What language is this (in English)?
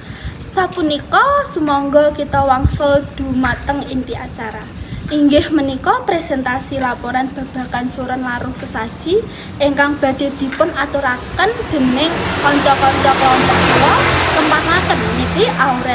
Javanese